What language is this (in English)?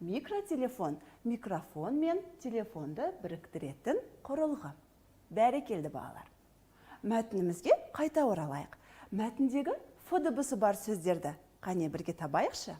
Kazakh